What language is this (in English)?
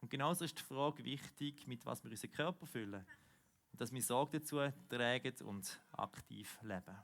Swiss German